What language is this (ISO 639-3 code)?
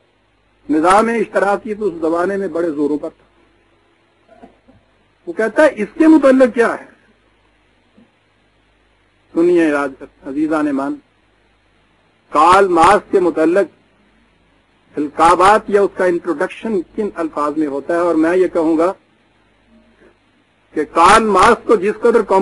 urd